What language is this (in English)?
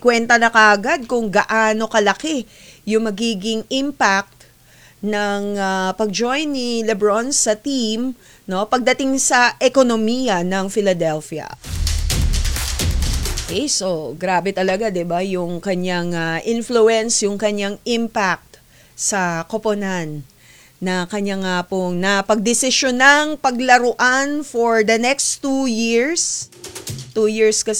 Filipino